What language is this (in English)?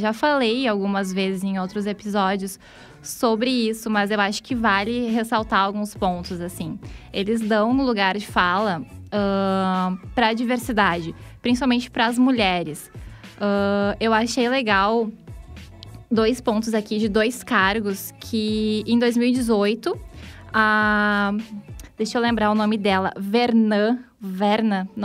Portuguese